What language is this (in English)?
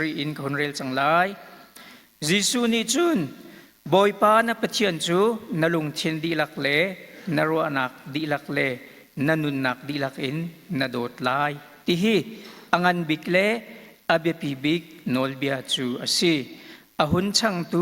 Hakha Chin